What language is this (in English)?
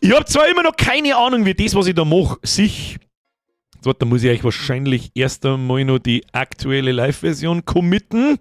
Bavarian